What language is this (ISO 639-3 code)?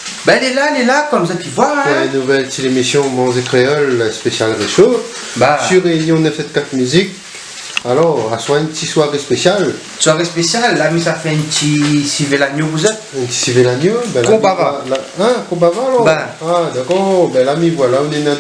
rcf